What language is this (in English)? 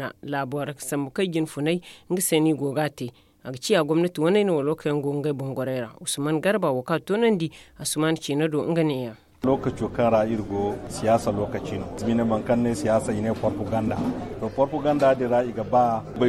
Zarma